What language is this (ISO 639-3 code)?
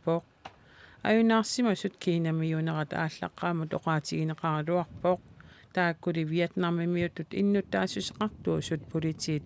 kal